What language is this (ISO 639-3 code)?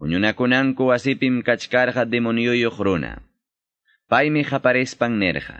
que